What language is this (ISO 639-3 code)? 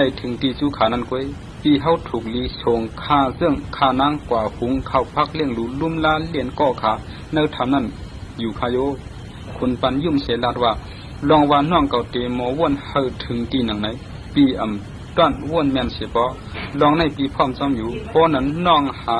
shn